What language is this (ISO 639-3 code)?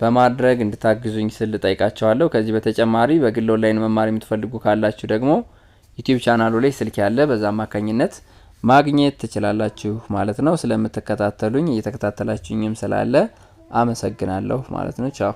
amh